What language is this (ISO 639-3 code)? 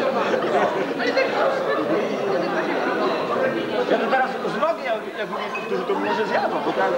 pol